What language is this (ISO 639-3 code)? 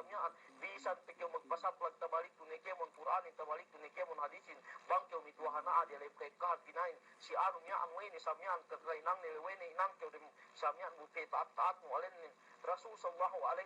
yka